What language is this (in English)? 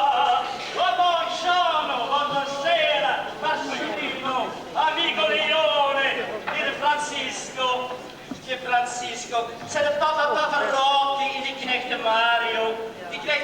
Limburgish